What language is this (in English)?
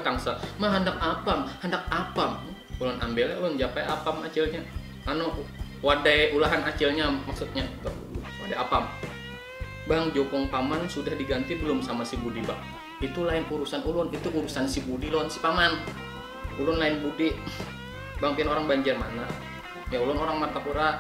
Banjar